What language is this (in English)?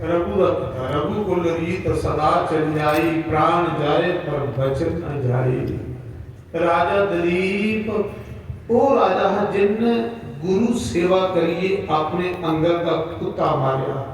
Dogri